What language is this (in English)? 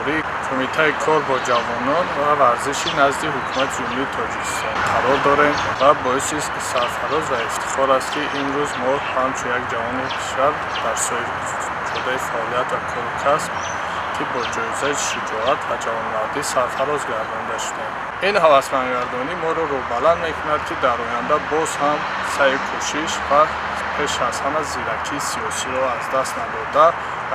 Tajik